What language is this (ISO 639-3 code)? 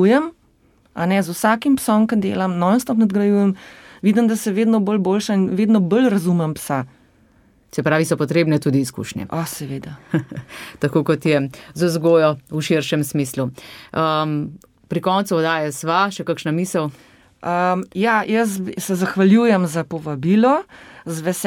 slv